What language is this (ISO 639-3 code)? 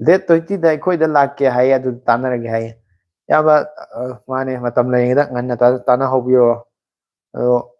mni